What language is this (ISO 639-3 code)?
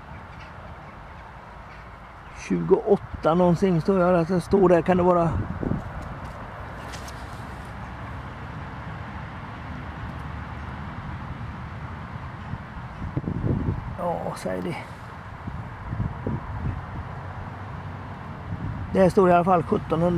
swe